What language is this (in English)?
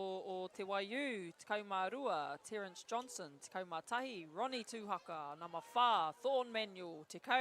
Māori